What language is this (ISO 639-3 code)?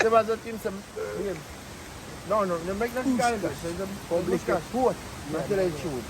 jam